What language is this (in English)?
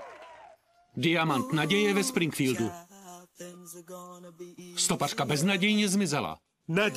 Czech